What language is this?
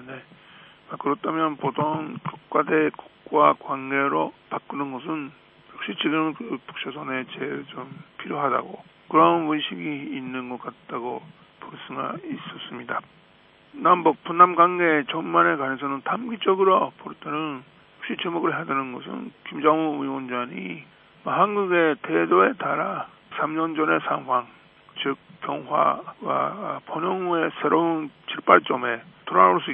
Korean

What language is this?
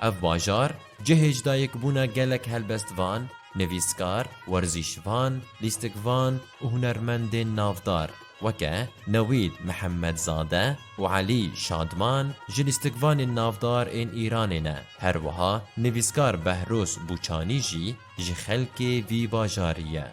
Kurdish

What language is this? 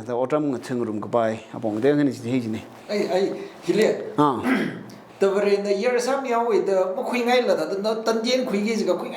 Tangkhul Naga (India)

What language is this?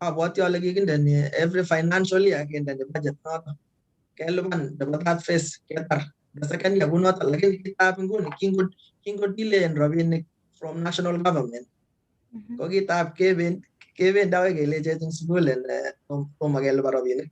Kalenjin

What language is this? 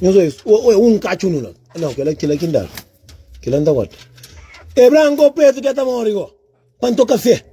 Kabuverdianu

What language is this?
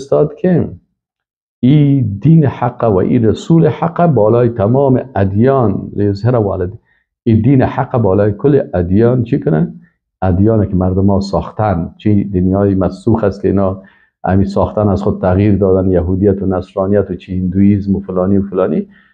Persian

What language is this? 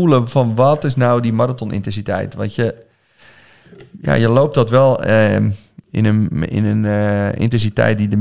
Dutch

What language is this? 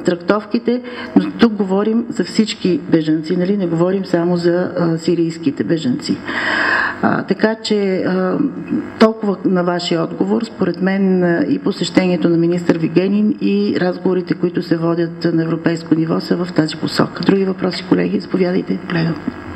Bulgarian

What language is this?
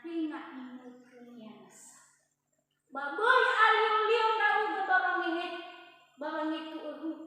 Nias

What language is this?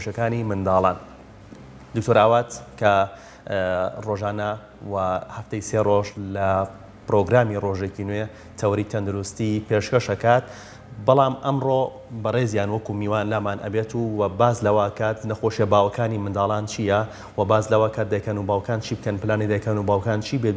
Central Kurdish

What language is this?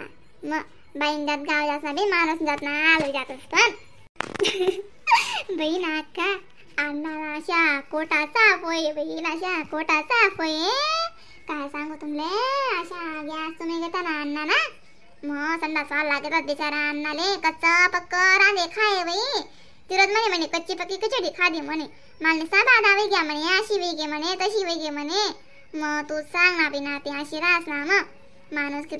Khandesi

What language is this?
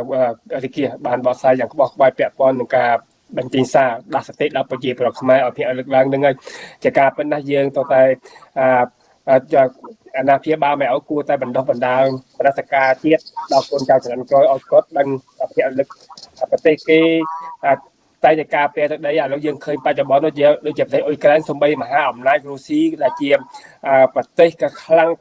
Khmer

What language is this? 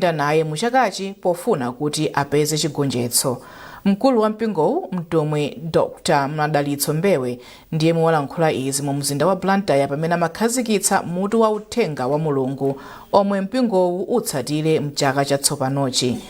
Nyanja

